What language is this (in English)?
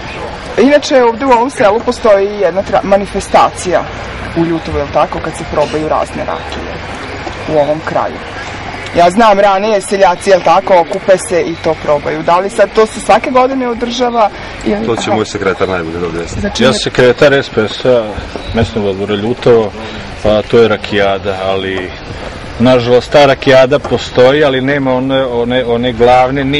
Serbian